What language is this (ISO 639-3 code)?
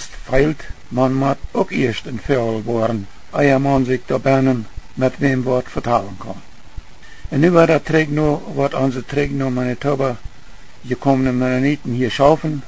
pdt